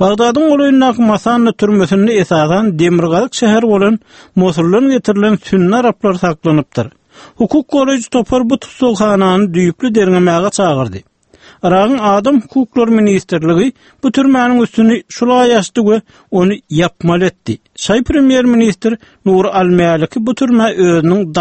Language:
Turkmen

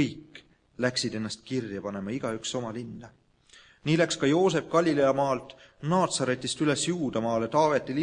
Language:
Estonian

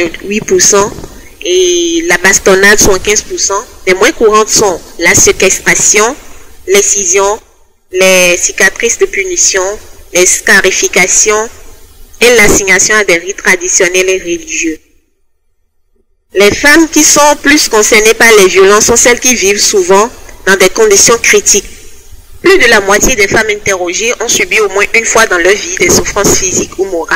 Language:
French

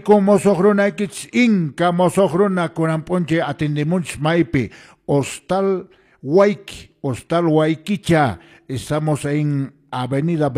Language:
Quechua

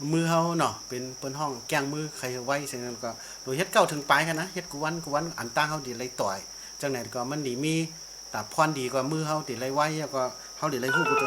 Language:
Shan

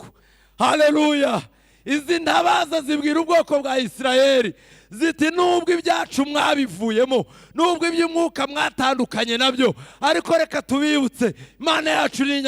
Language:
Kinyarwanda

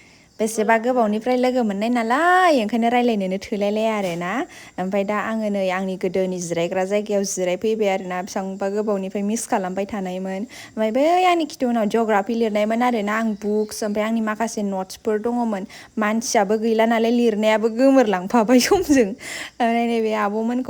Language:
Bodo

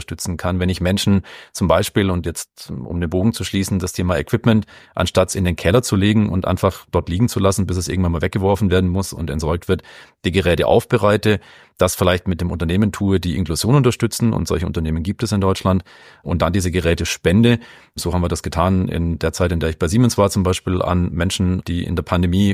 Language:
German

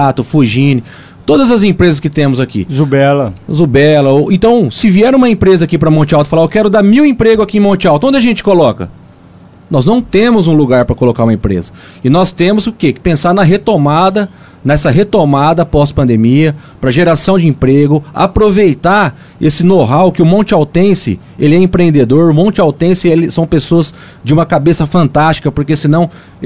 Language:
Portuguese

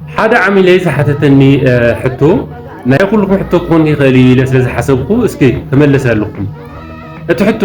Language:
Tigrinya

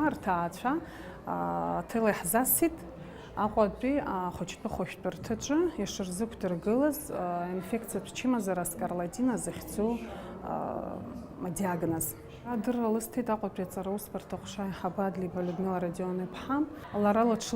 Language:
Abkhazian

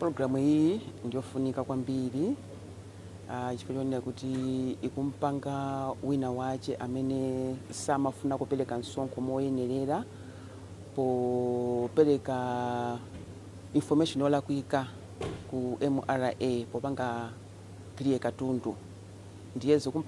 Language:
Nyanja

